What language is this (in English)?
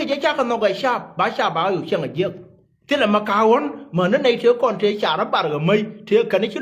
Nuer